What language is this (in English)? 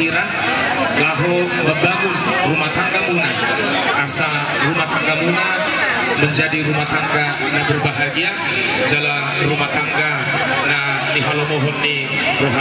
Batak Toba